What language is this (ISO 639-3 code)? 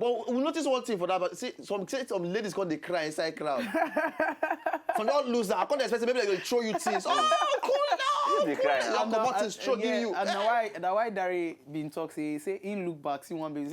pcm